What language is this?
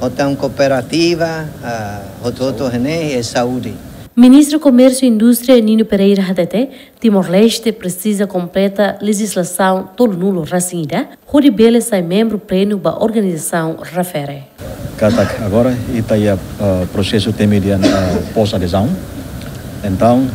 Tetum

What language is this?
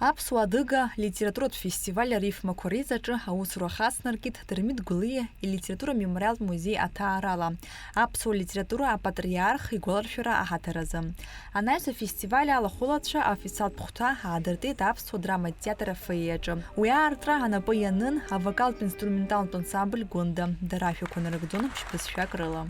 Abkhazian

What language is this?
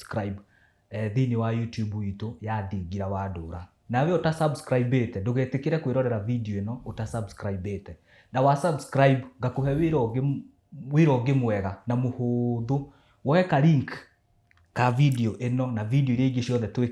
Kikuyu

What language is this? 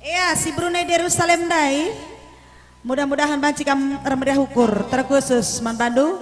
Batak Karo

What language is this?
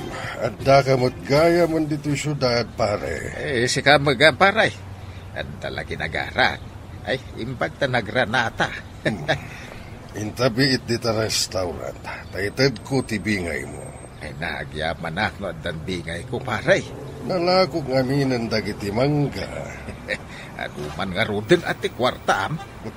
Iloko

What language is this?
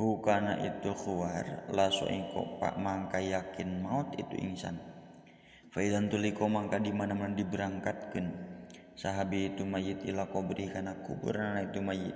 Sundanese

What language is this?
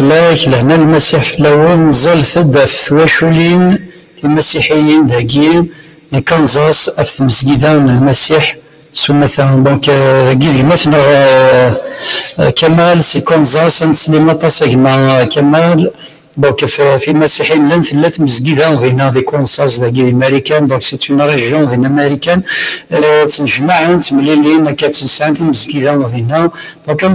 Kabyle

